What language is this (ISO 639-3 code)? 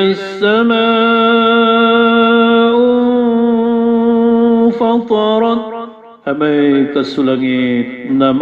mrw